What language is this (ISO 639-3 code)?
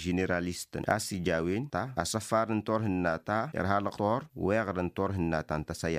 taq